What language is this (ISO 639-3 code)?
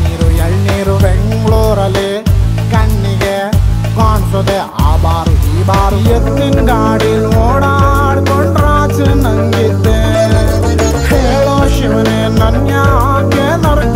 kan